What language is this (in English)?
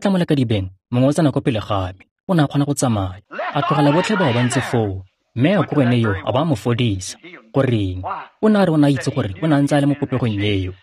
Tswana